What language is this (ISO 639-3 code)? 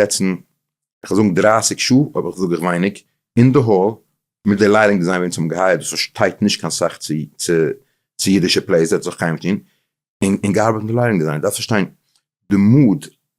yid